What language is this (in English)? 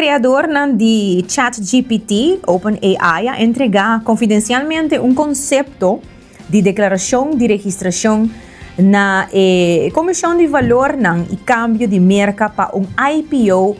Papiamento